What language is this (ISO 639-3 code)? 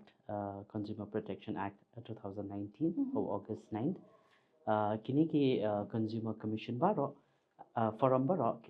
kha